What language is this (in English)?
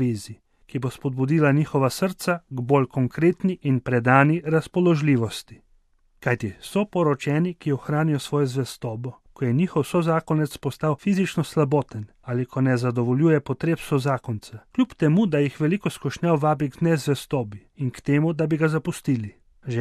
Slovenian